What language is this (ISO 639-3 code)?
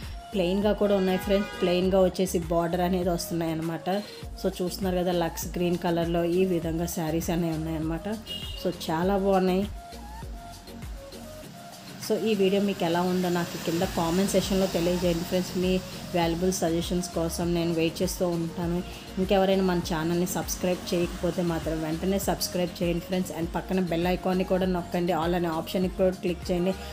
tel